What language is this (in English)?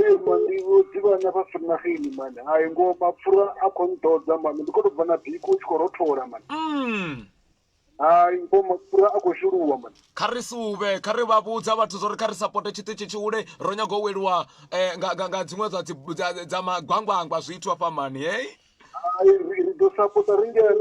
Venda